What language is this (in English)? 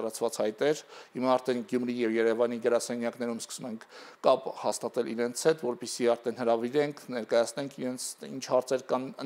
Armenian